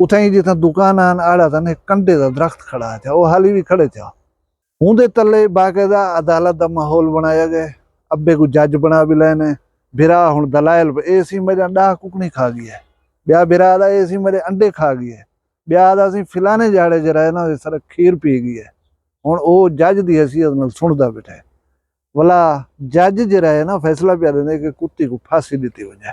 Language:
Saraiki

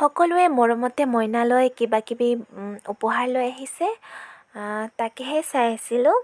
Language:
Assamese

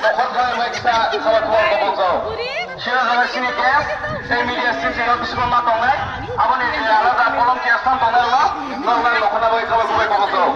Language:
Kok Borok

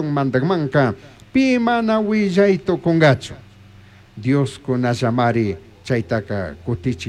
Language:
Chimborazo Highland Quichua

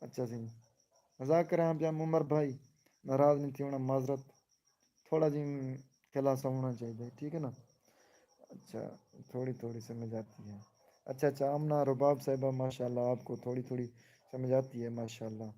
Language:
Saraiki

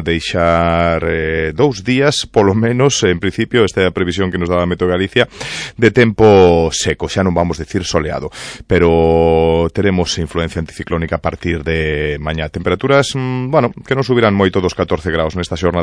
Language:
Galician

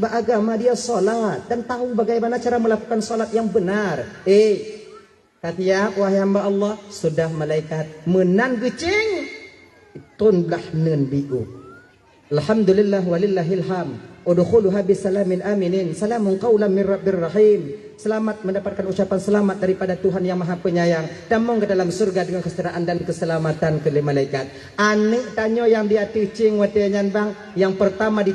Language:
Achinese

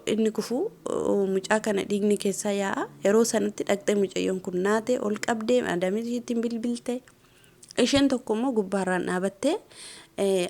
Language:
Oromo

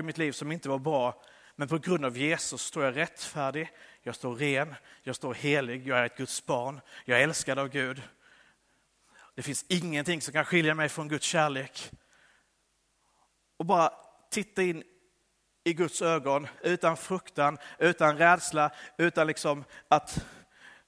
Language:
Swedish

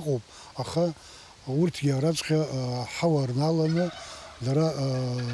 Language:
Abkhazian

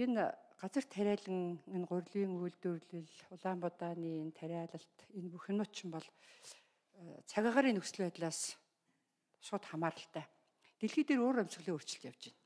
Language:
Mongolian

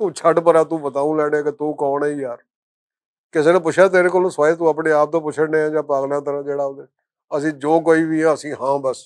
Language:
Western Panjabi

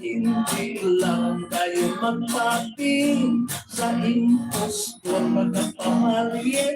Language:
Hiligaynon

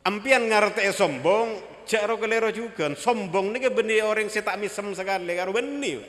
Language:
Madurese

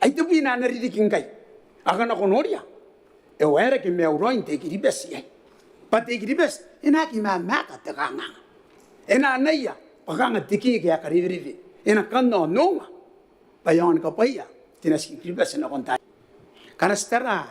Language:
Gilbertese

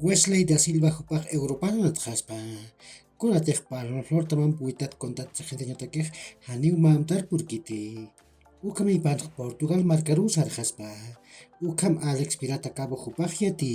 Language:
Aymara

